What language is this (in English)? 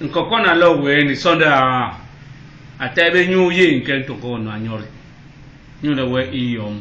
Basaa